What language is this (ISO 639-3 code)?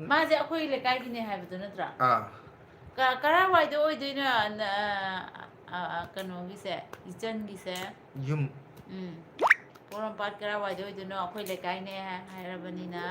mni